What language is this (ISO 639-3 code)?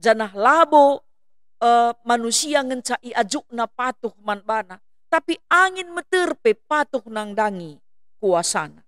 btx